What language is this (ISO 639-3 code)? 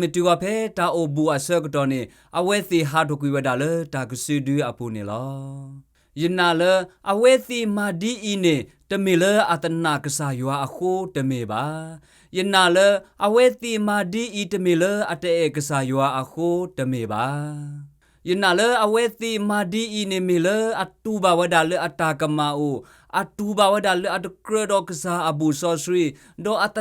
ksw